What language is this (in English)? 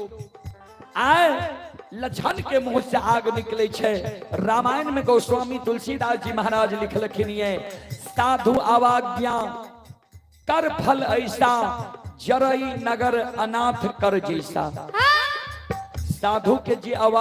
Maithili